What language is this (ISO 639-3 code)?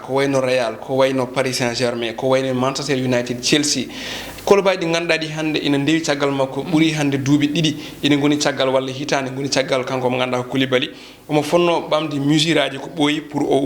ful